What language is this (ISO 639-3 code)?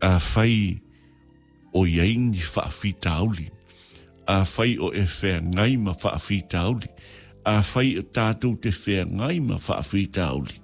smo